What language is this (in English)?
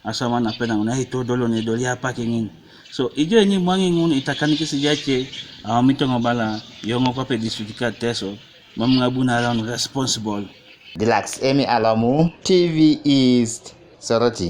Teso